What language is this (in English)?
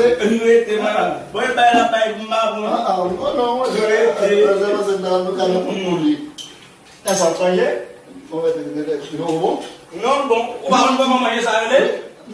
Haitian Creole